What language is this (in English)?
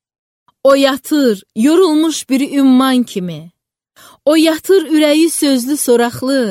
Azerbaijani